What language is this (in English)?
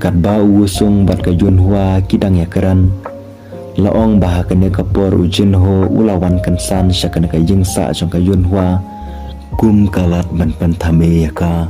Khasi